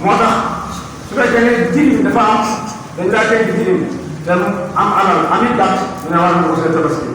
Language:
Wolof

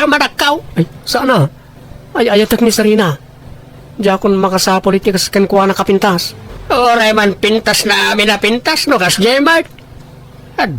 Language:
Iloko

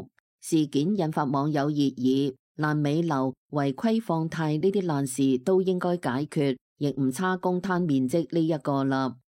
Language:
Cantonese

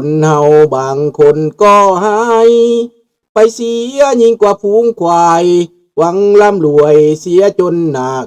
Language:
Lao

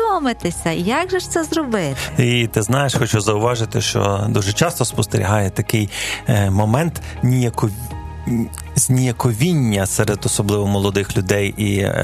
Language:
Ukrainian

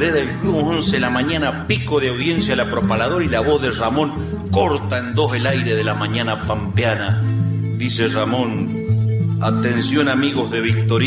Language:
Spanish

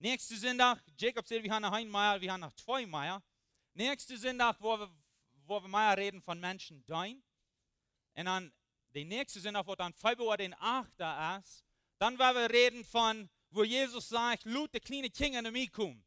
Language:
Plautdietsch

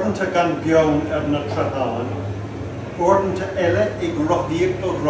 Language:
Irish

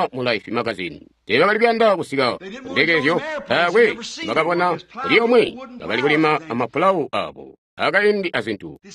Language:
Tonga (Zambia)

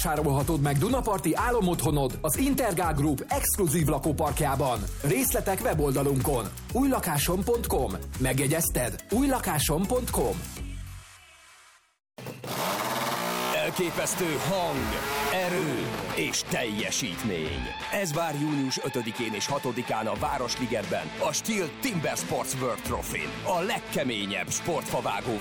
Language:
Hungarian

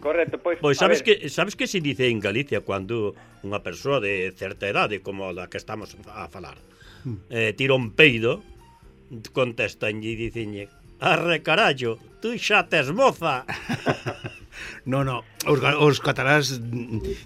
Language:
Galician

